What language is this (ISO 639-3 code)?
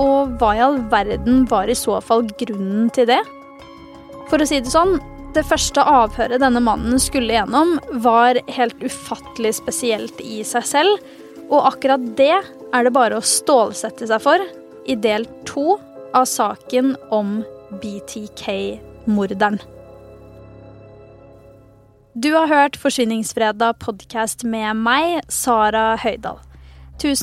nor